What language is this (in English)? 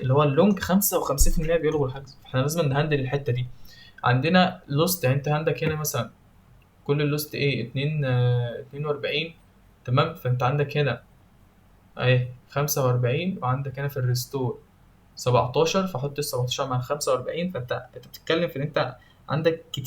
Egyptian Arabic